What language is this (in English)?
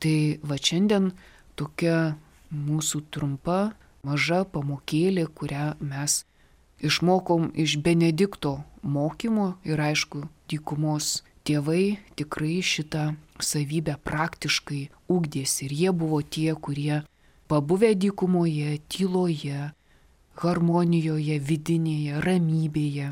Lithuanian